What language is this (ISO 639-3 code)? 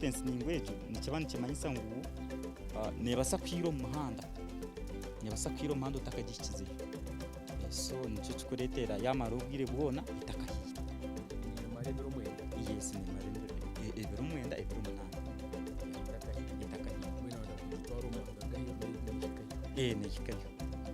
nyn